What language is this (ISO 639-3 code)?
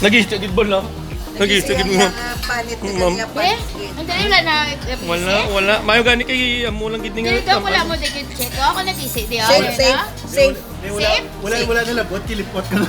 hil